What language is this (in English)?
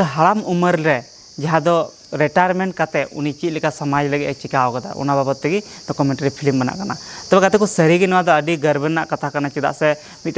Santali